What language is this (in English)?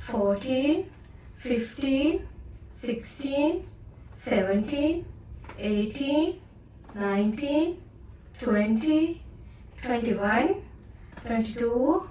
Divehi